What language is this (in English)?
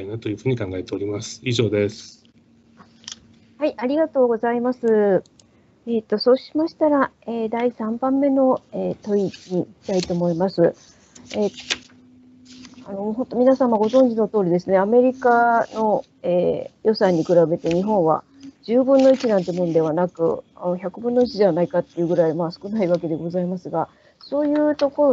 Japanese